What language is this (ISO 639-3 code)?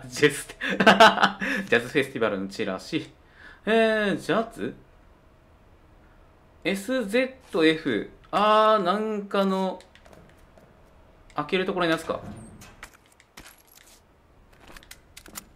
jpn